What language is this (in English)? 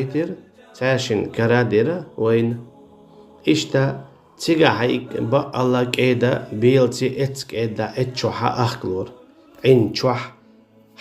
Chechen